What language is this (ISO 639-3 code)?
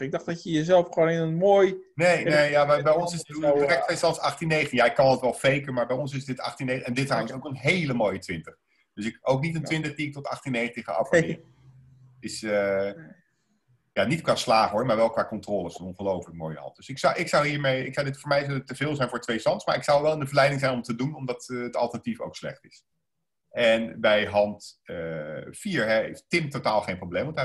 nld